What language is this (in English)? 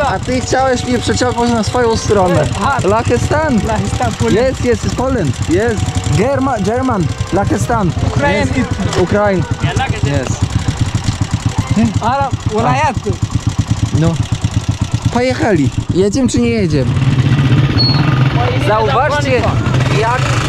Polish